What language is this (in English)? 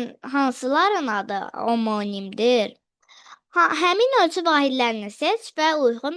Azerbaijani